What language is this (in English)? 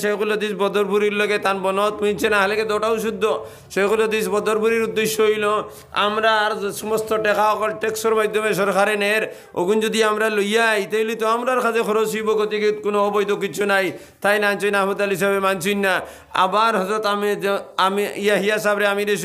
Sylheti